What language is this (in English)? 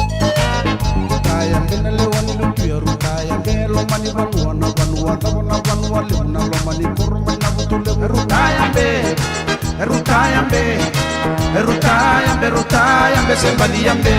Fijian